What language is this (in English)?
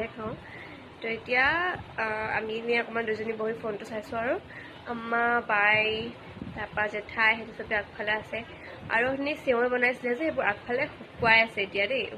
Assamese